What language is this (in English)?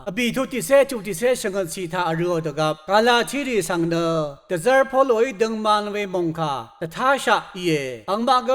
Rawang